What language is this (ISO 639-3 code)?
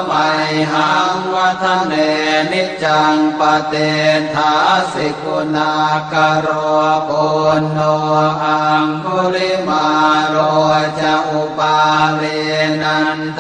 pli